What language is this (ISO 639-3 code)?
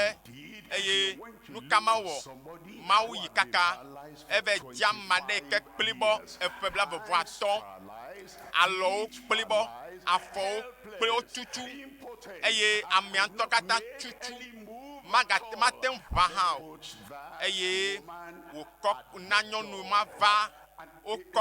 ewe